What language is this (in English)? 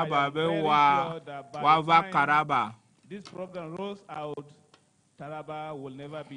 Ewe